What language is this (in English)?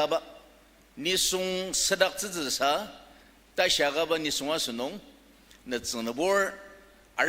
Ao Naga